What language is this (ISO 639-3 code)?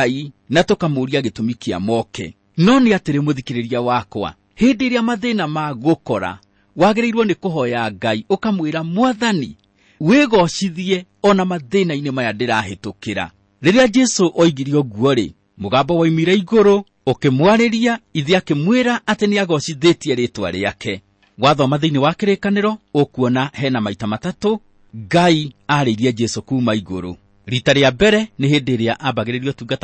kik